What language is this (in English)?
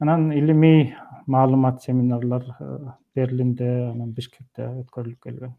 Kyrgyz